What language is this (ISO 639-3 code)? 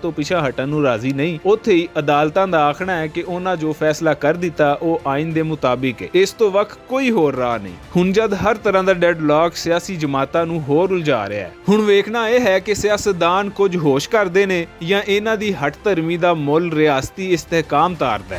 lah